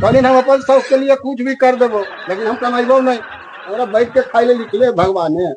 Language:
Magahi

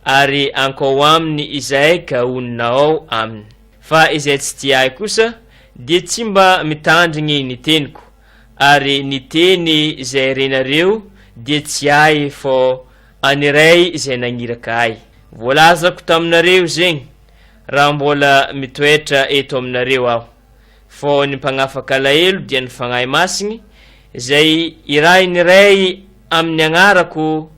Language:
Malagasy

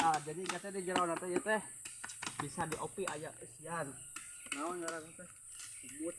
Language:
Sundanese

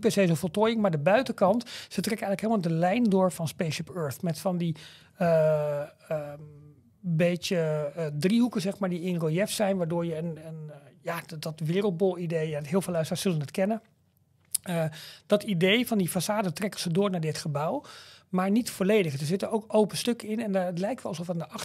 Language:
Dutch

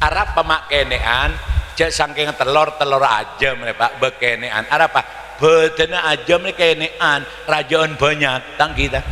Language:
Madurese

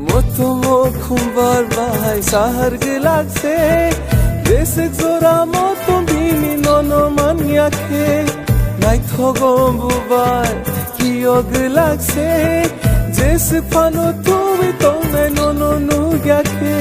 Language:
Kok Borok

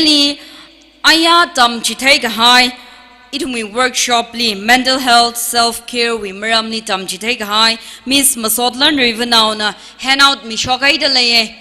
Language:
Tangkhul Naga (India)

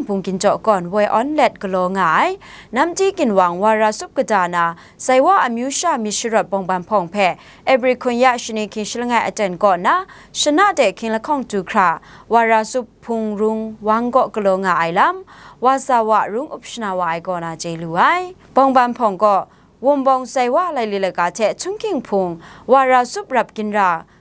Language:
Kachin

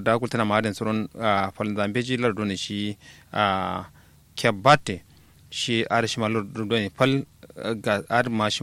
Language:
Kanuri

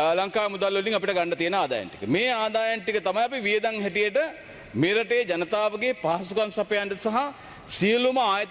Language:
Sinhala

